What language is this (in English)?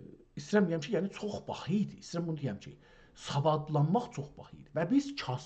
South Azerbaijani